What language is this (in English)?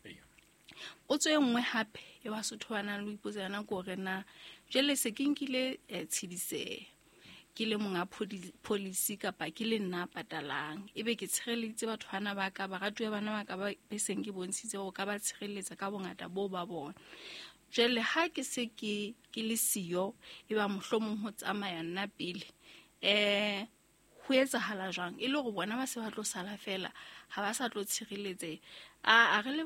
Southern Sotho